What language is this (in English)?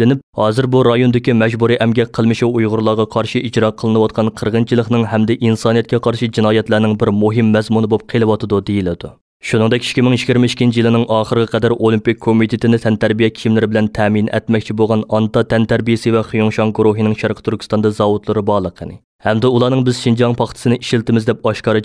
Uyghur